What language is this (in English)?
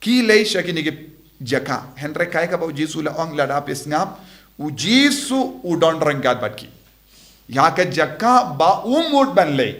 Khasi